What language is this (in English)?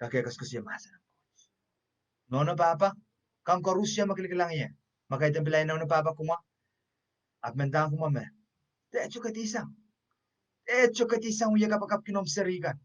Pohnpeian